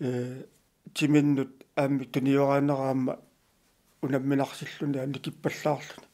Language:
Kalaallisut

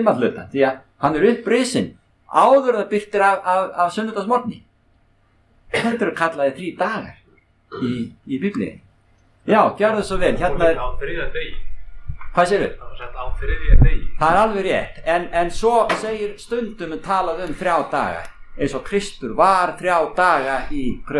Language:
Icelandic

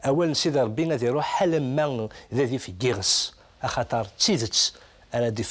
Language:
Kabyle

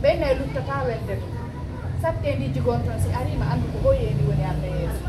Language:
Fula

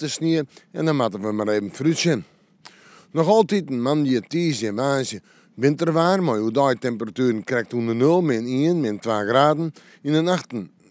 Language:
Western Frisian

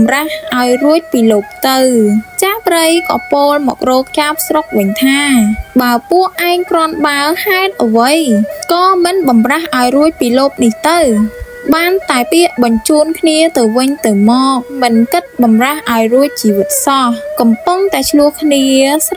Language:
Khmer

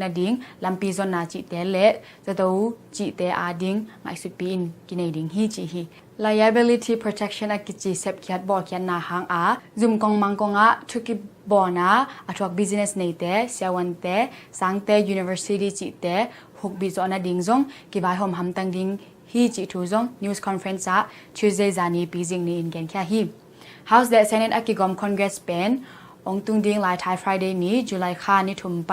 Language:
Tedim Chin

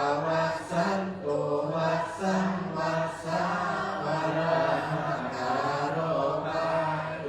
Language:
Pali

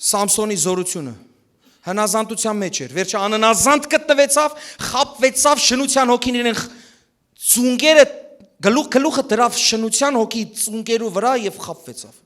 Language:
Western Armenian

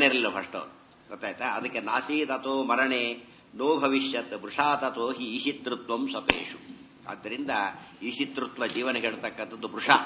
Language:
Kannada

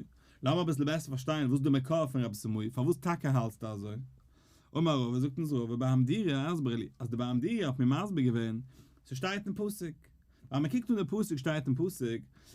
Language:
Yiddish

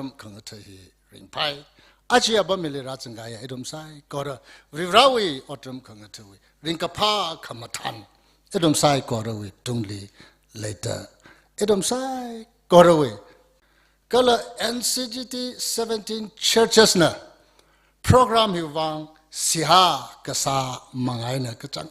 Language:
Tangkhul Naga (India)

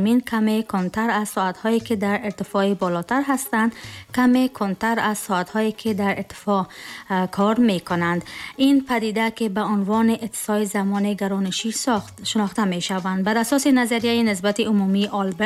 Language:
Tajik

